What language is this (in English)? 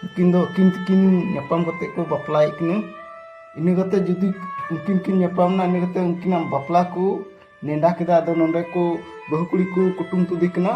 Santali